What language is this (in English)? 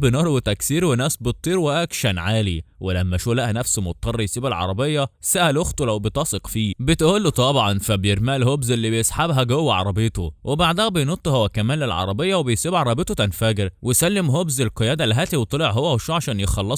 Egyptian Arabic